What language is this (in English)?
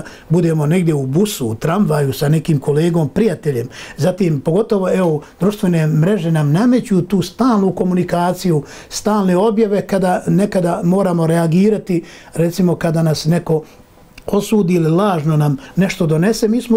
Bosnian